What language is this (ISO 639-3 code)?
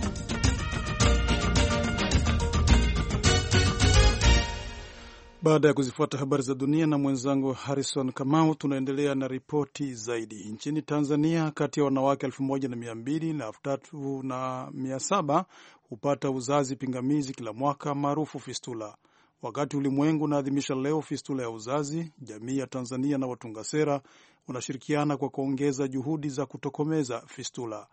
swa